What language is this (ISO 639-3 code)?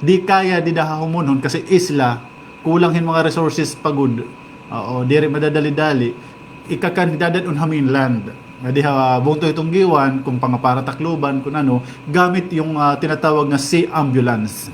war